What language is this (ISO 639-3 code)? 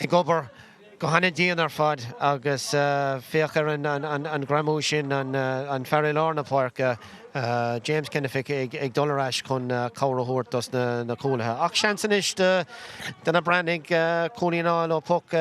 gle